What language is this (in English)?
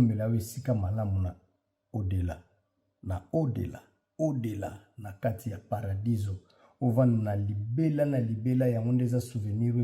Lingala